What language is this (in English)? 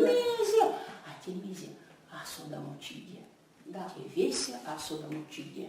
Erzya